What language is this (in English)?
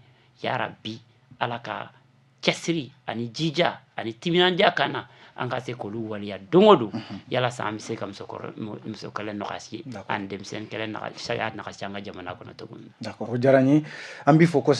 Bambara